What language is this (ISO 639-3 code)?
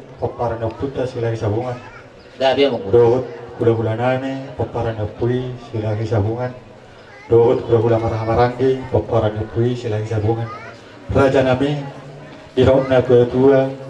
bbc